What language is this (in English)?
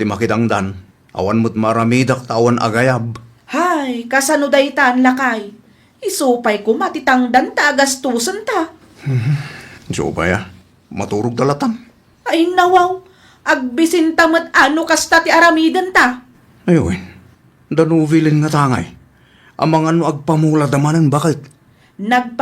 Iloko